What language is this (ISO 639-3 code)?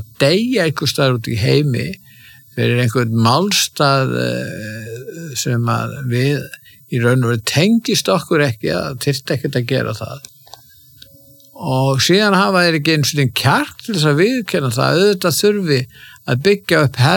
isl